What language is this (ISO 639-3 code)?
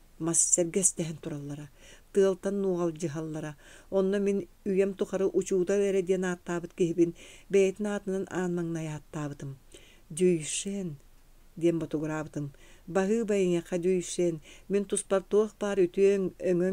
sah